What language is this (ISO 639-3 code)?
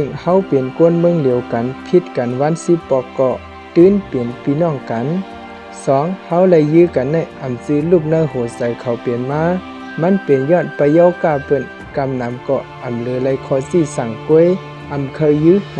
shn